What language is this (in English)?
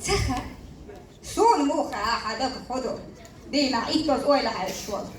Chechen